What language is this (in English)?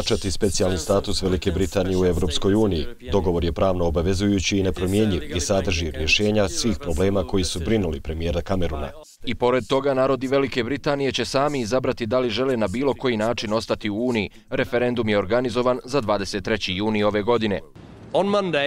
Bosnian